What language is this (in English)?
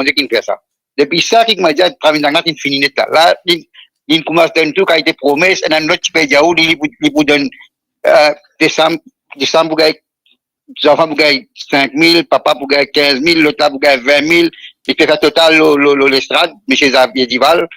Morisyen